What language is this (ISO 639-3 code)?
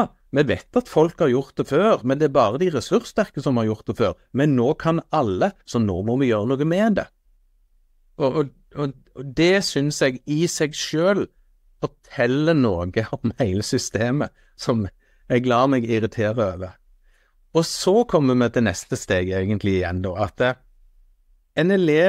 nor